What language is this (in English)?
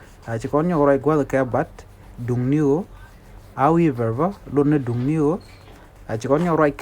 Nuer